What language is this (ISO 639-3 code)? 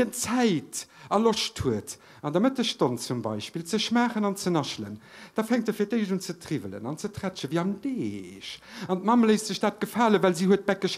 ltz